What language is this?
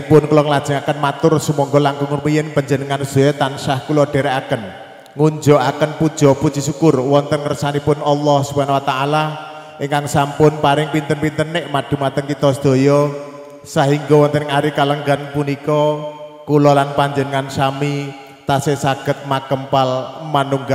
Javanese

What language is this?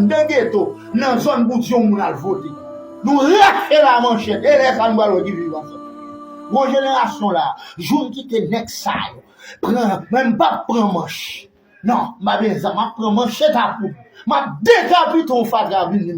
Haitian Creole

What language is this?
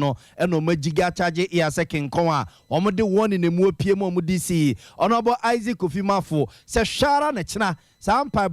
Akan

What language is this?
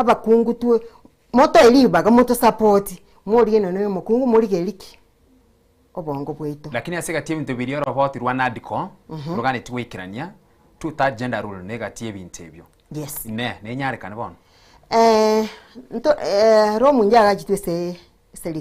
Gusii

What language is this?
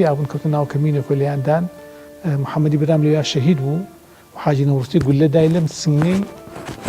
Central Kurdish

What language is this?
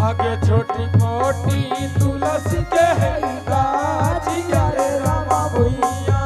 Angika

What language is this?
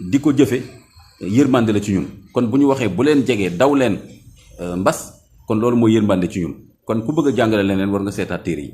Wolof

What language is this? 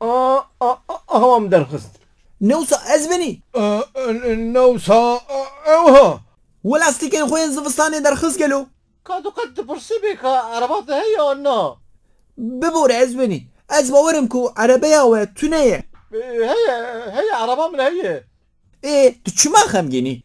Kurdish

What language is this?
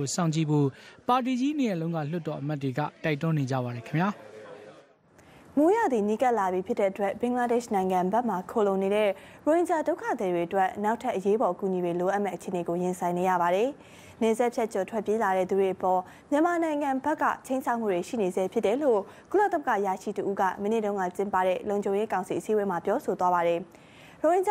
Burmese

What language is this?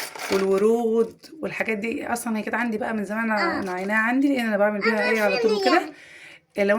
Egyptian Arabic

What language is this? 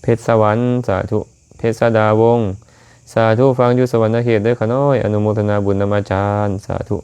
Lao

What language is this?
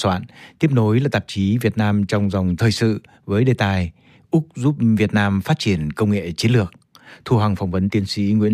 Vietnamese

